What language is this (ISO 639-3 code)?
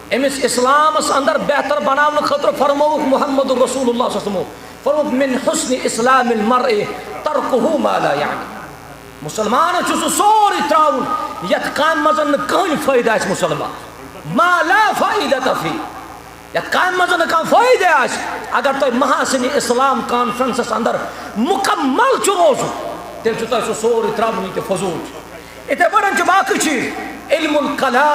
kas